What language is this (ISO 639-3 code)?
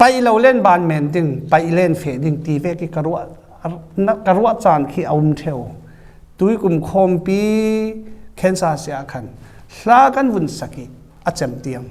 cfm